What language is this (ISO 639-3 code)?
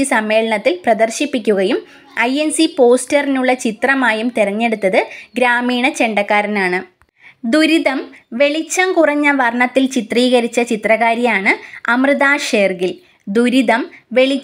mal